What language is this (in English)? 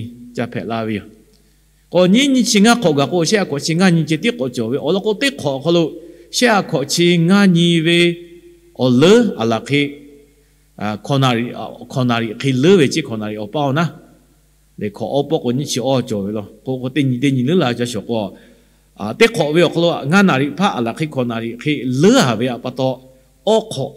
Lahu